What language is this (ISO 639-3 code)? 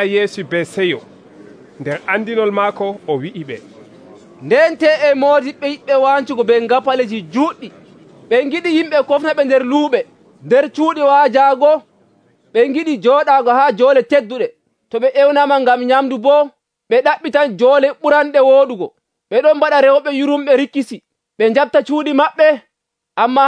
fuv